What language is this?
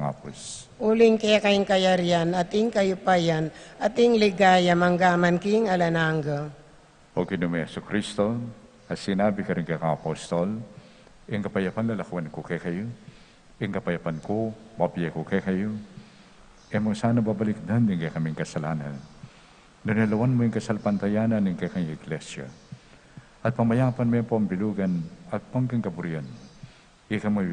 Pampanga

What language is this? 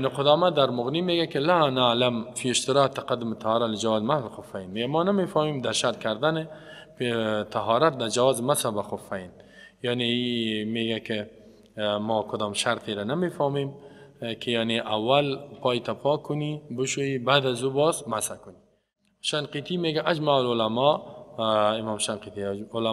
Persian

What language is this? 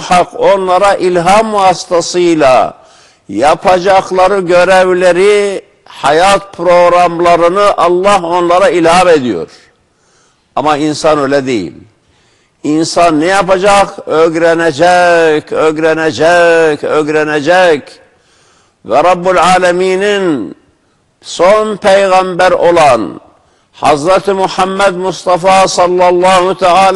Turkish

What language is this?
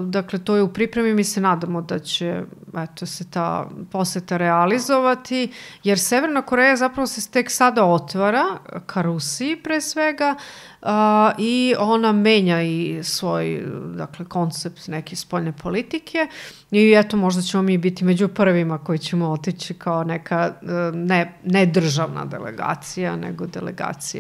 Serbian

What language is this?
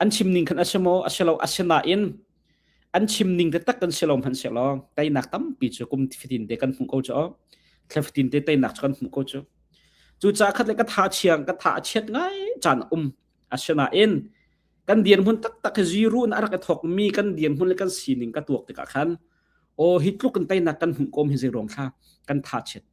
Hakha Chin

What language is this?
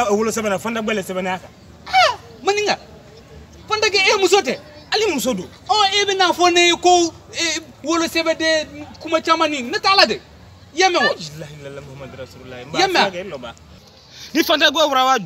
Bambara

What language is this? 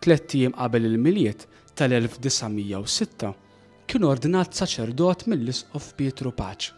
Maltese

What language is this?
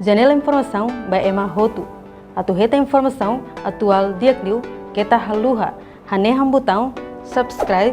Tetum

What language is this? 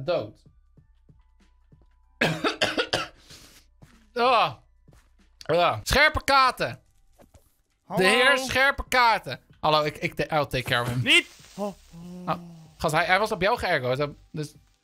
Dutch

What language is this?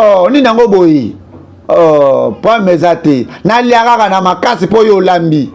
Lingala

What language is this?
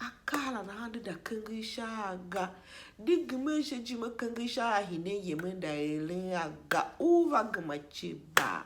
Tiv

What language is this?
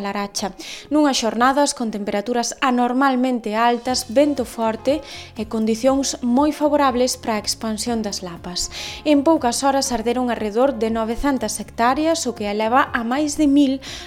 Galician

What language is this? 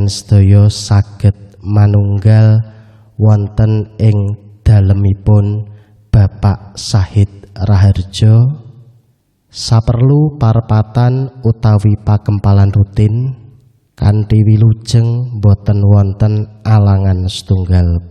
Javanese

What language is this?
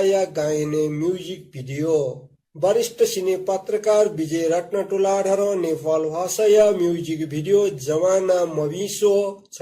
Newari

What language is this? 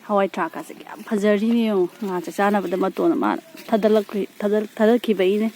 Manipuri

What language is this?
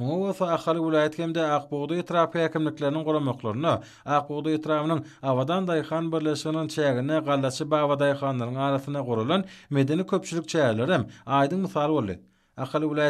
Turkmen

